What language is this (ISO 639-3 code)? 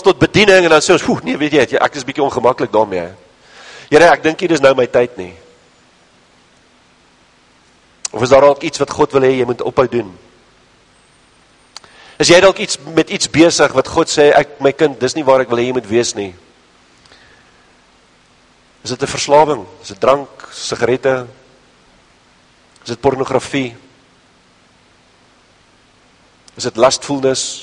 afr